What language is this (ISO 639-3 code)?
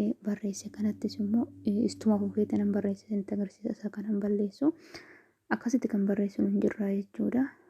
orm